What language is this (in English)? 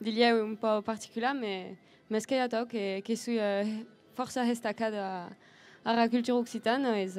Occitan